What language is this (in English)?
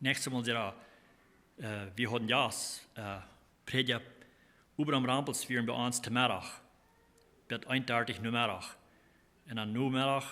Plautdietsch